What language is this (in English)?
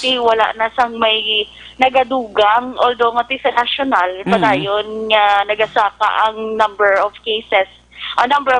Hiligaynon